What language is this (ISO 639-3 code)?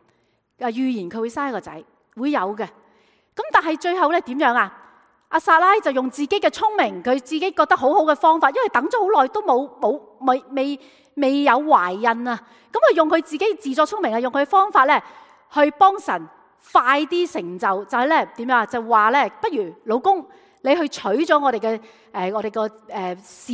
yue